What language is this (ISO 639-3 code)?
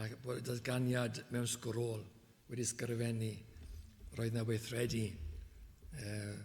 cym